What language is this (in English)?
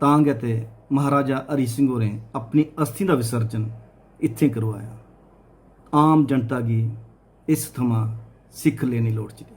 Dogri